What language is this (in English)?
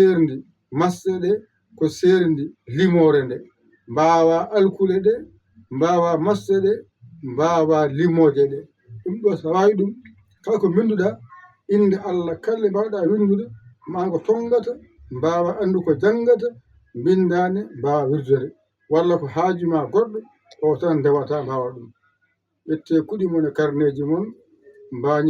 Fula